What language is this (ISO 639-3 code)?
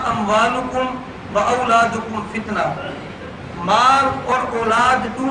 skr